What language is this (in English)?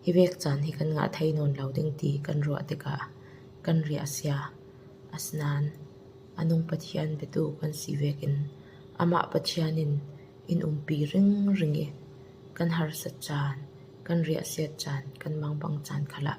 Falam Chin